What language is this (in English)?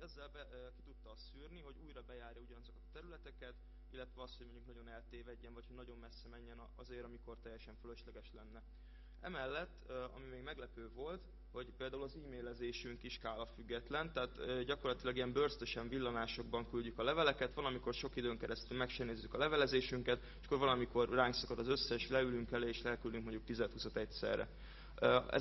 Hungarian